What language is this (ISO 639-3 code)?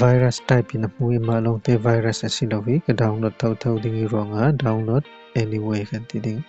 cfm